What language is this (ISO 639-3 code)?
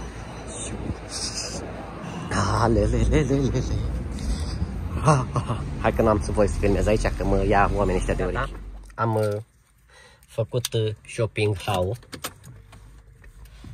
ron